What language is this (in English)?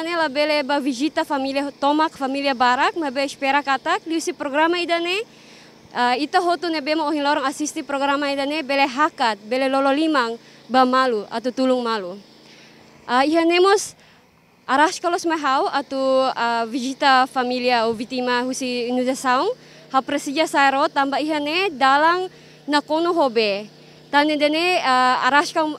Tetum